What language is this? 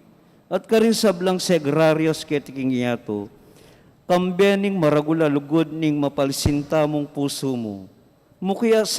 Pampanga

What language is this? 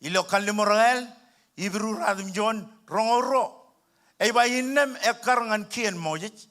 Marshallese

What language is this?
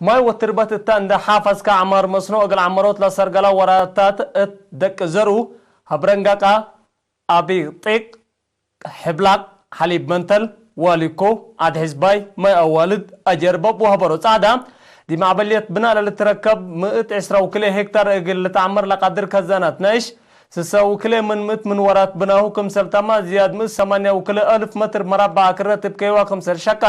Tigre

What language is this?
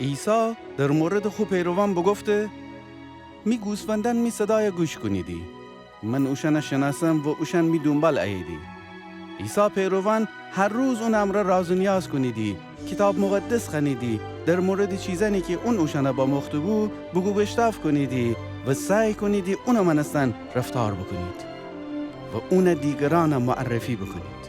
Gilaki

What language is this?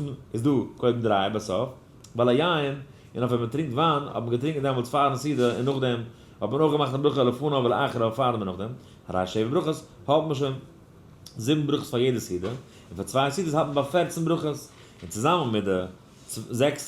Yiddish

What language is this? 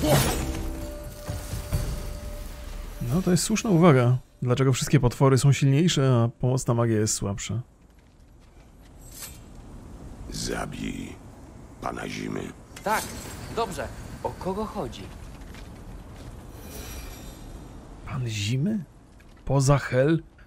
Polish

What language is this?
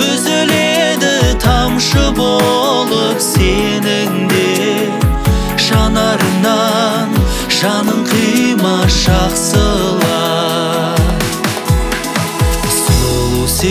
Kazakh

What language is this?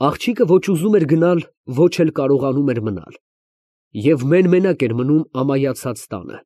Armenian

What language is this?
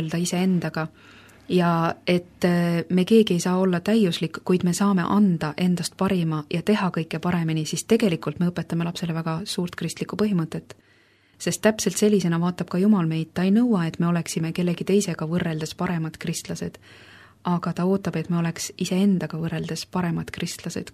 Estonian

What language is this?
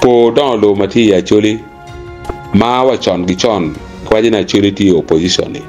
Acoli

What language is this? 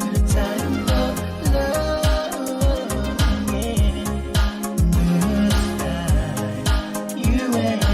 Pohnpeian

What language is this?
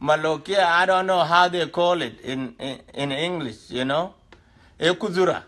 Dinka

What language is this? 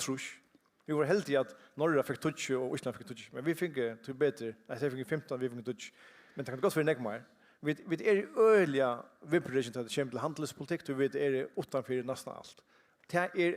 Faroese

